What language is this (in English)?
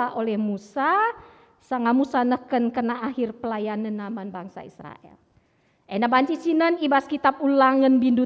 Batak Karo